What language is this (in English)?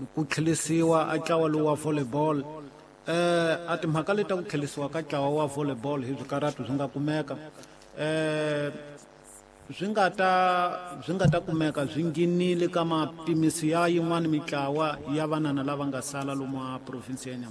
Tsonga